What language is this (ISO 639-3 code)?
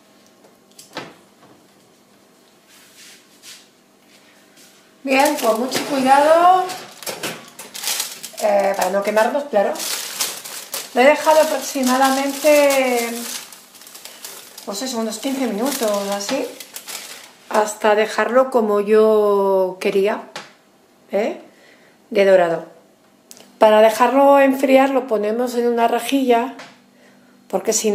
spa